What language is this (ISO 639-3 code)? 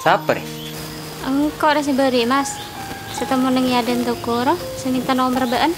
mad